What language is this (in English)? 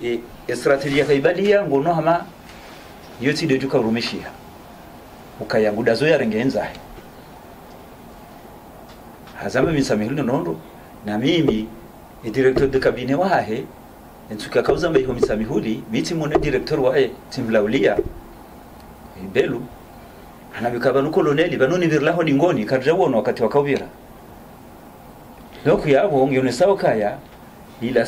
Swahili